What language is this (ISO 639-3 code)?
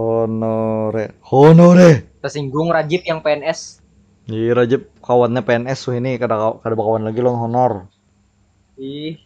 bjn